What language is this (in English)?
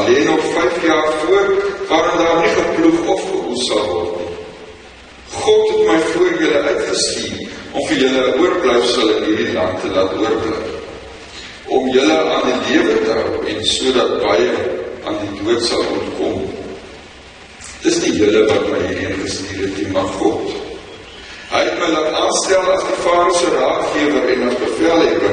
Afrikaans